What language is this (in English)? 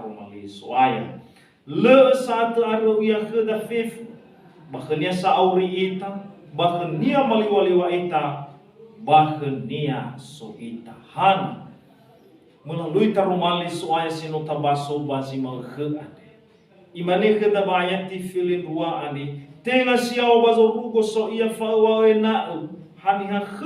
Nias